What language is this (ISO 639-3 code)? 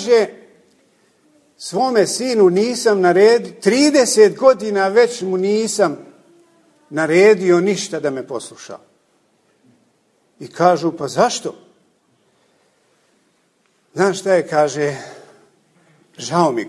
bos